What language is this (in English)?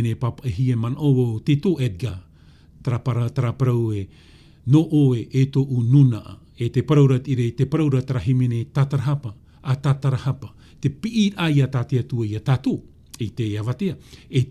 Tahitian